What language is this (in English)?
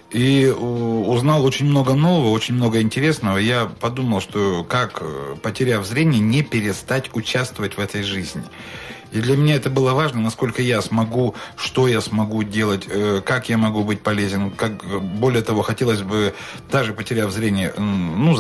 Russian